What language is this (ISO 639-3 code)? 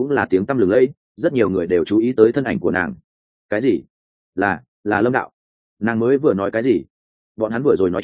vie